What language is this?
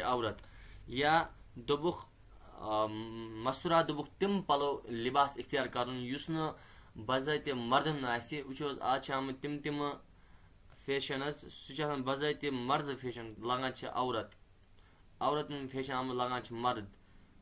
Kashmiri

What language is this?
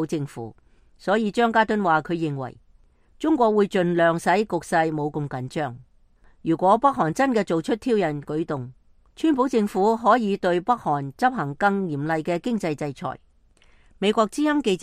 Cantonese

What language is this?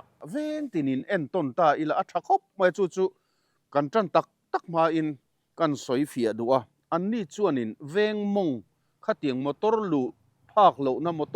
Mizo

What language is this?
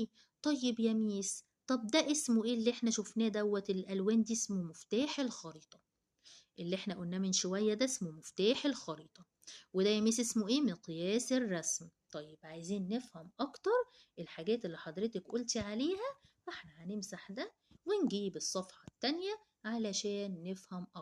Egyptian Arabic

